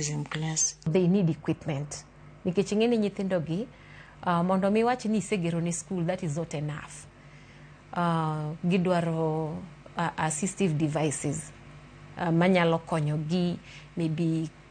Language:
Luo (Kenya and Tanzania)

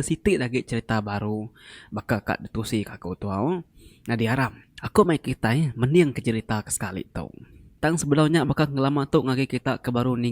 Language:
Iban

